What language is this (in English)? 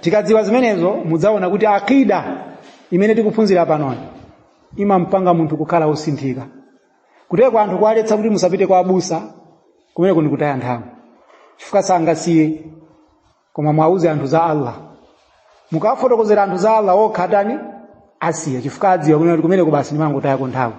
Nyanja